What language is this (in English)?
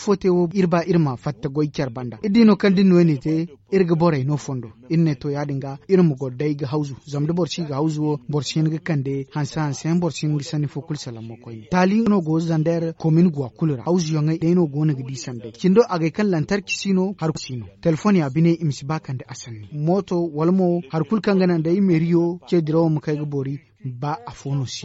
Zarma